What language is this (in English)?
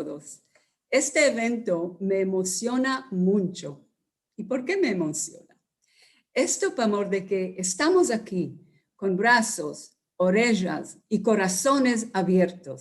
Ladino